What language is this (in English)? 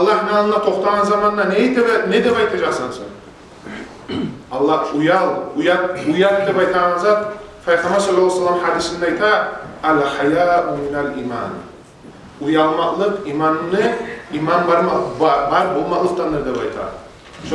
Kumyk